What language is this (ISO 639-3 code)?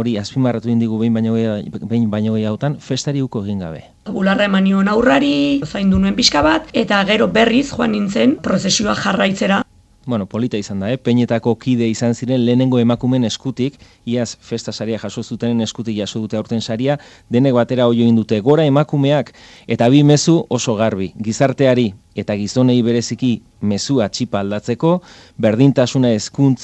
eus